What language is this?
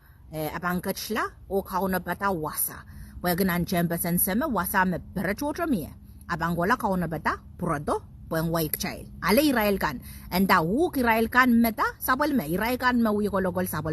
Pohnpeian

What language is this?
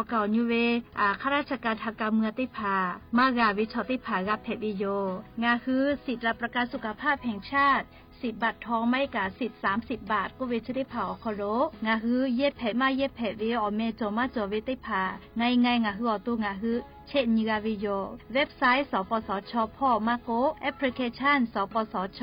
Lahu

